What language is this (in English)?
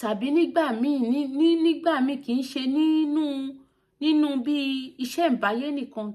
Yoruba